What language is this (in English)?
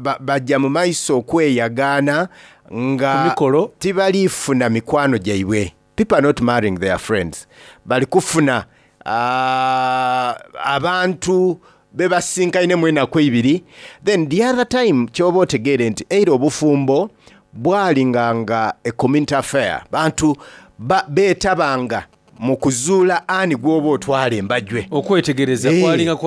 Soga